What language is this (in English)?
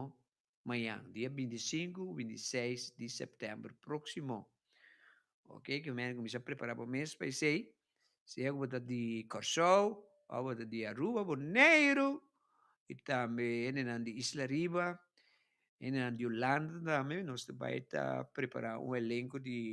Papiamento